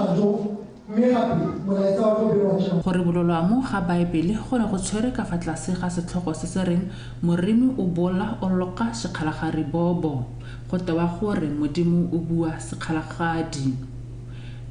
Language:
Tswana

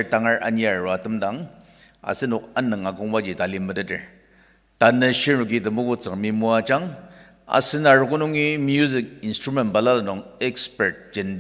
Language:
Ao Naga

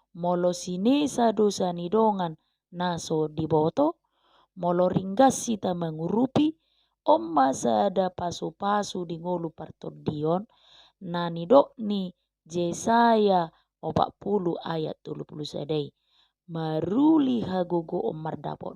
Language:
Batak Toba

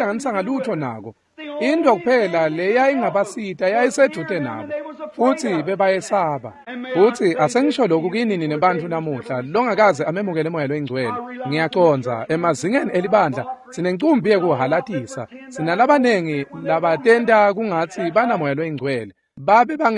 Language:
Swati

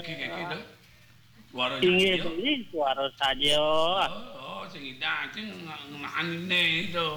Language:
Balinese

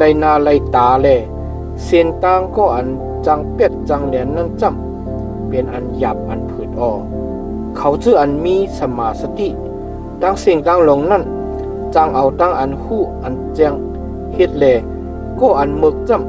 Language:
Shan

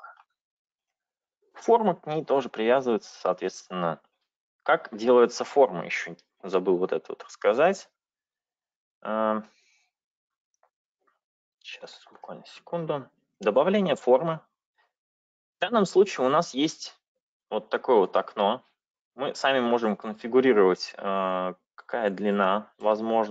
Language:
Russian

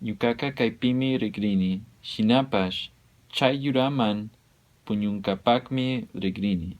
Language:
Chimborazo Highland Quichua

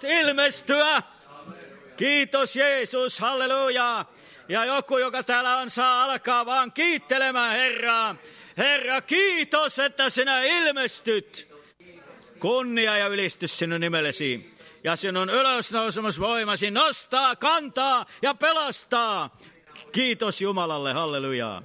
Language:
Finnish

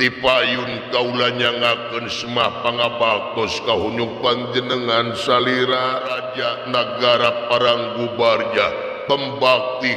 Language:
Sundanese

